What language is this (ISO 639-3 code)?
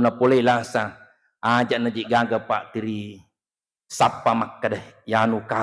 bug